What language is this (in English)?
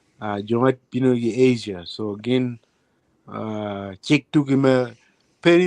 Acoli